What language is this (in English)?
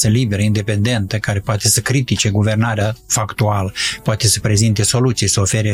Romanian